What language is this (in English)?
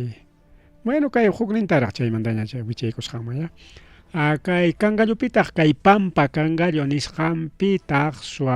Ayacucho Quechua